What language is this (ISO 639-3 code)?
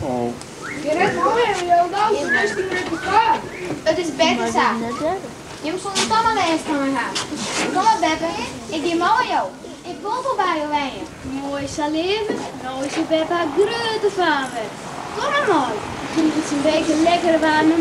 fry